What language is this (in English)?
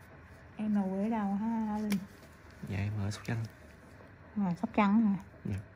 Vietnamese